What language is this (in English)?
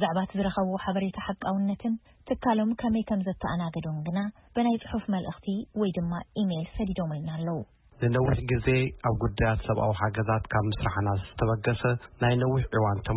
Tigrinya